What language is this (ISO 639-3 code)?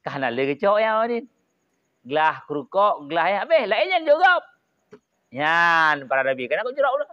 ace